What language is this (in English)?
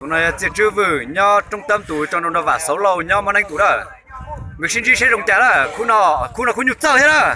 Hmong